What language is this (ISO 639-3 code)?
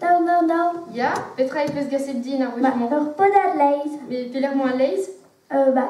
bre